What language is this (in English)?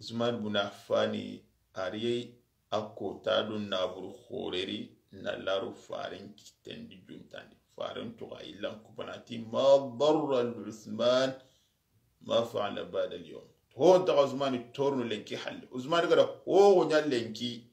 Soninke